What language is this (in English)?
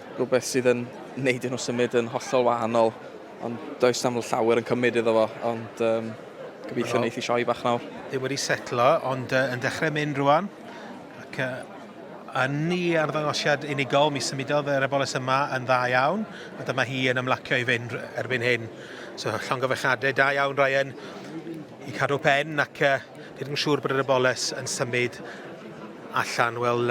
Welsh